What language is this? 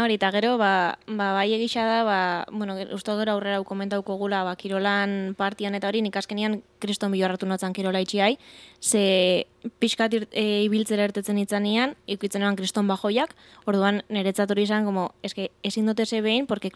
Basque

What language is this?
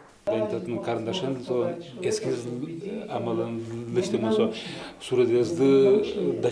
Udmurt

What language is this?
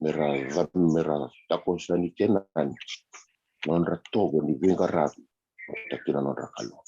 Fijian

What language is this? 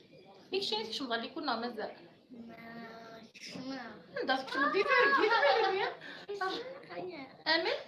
Kabyle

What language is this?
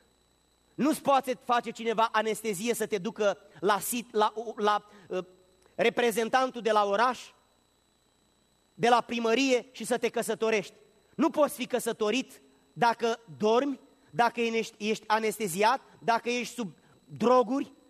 Romanian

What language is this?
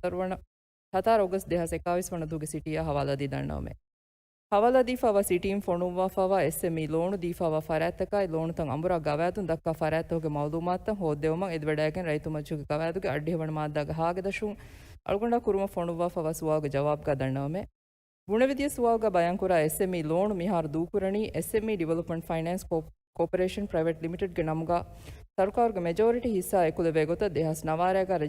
Divehi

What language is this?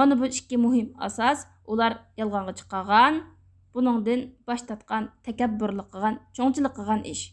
Uyghur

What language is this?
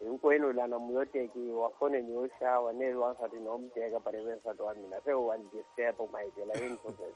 Tsonga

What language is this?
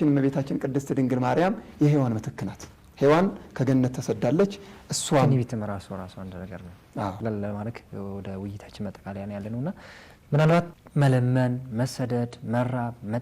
Amharic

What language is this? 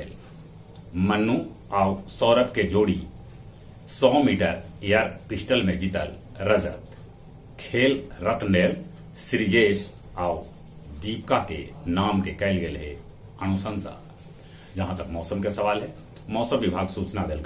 Magahi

